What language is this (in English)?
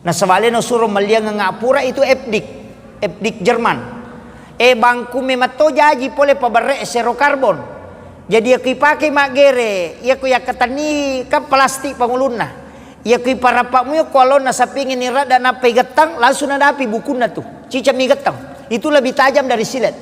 Buginese